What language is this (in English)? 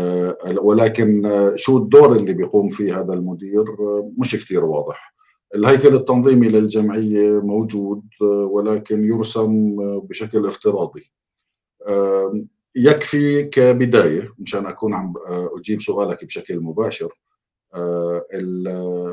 North Levantine Arabic